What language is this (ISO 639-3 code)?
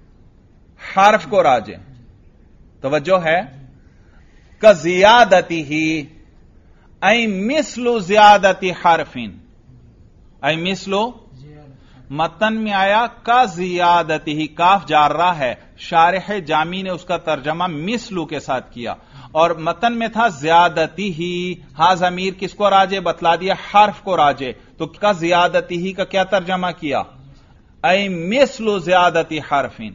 urd